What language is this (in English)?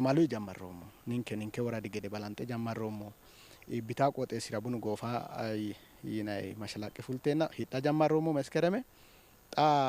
Sidamo